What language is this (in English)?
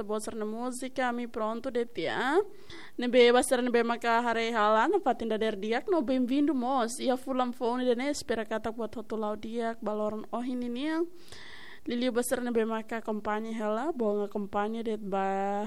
Tetum